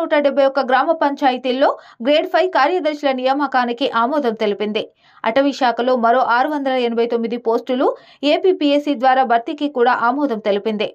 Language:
Telugu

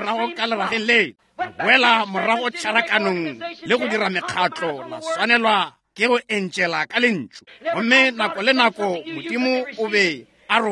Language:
Northern Sotho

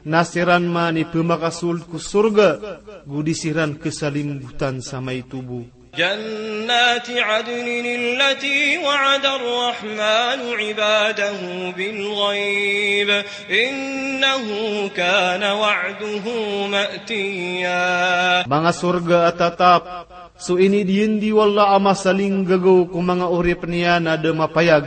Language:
Maranao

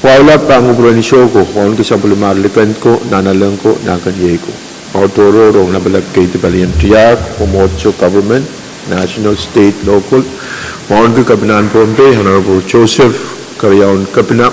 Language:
Pohnpeian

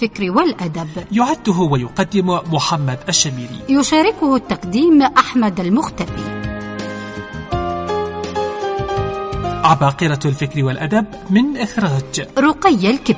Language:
Arabic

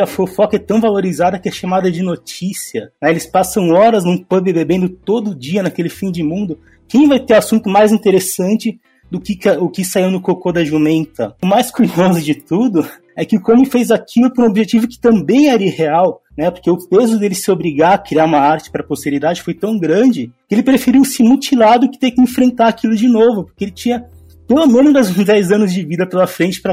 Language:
Portuguese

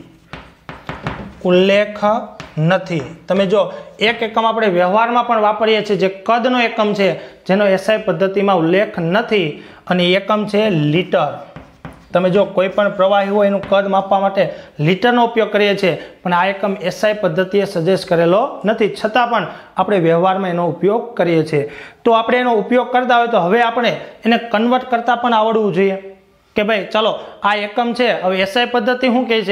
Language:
Gujarati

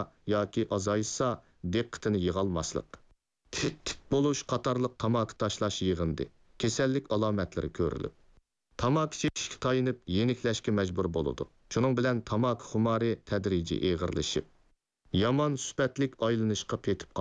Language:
Uyghur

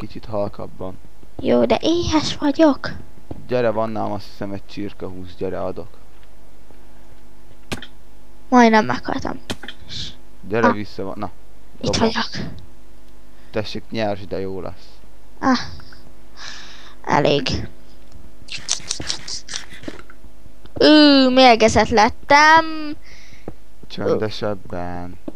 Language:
Hungarian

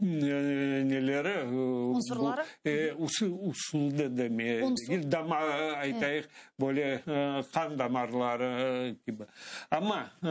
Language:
Crimean Tatar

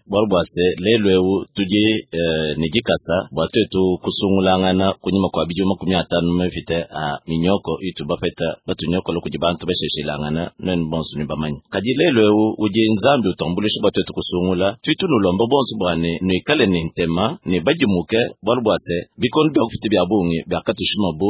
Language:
Luba-Lulua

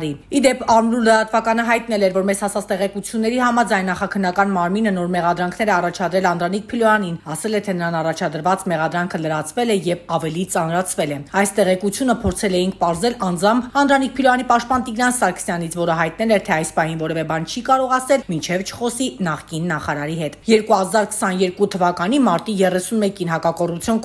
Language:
Armenian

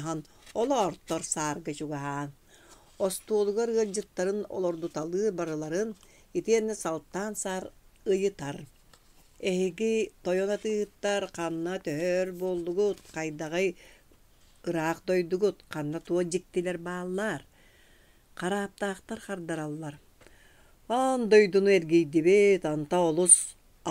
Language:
Yakut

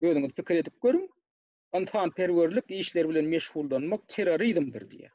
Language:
Turkmen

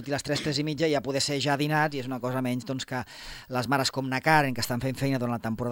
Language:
Catalan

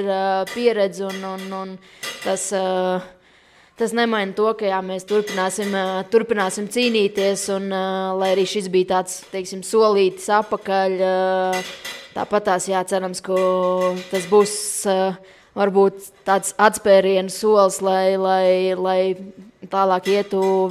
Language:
Latvian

